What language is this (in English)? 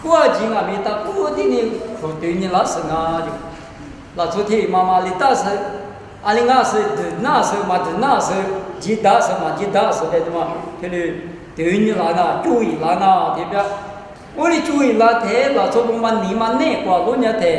Lisu